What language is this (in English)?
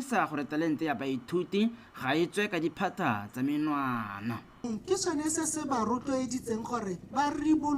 Tswana